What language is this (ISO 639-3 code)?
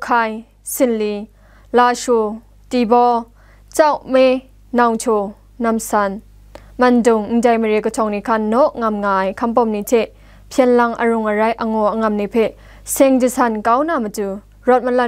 kac